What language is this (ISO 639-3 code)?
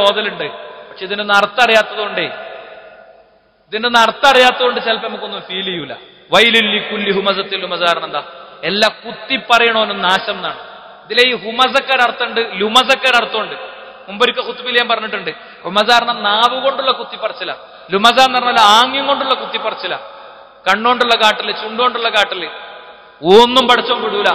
mal